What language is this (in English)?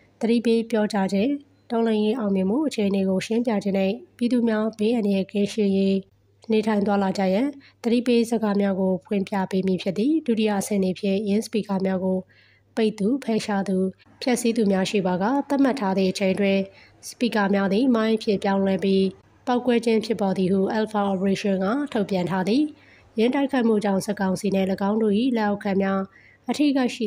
Burmese